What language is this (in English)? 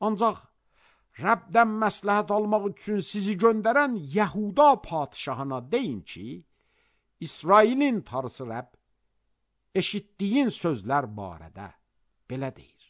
Azerbaijani